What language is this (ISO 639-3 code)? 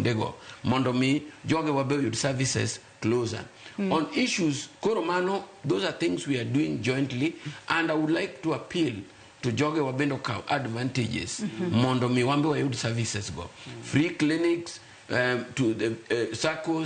luo